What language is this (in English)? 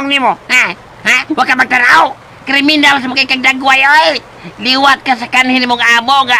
Cebuano